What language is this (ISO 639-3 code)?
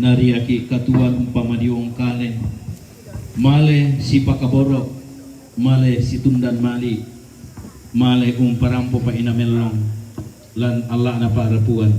sda